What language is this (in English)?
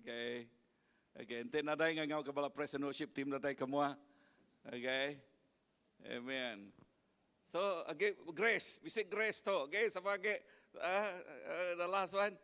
Iban